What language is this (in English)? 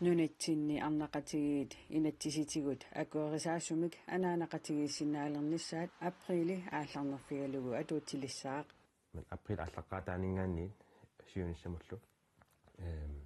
Kalaallisut